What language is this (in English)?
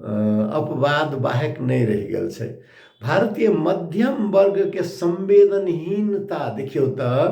Maithili